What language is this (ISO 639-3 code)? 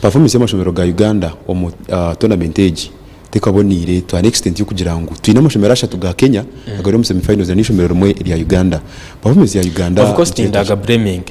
nyn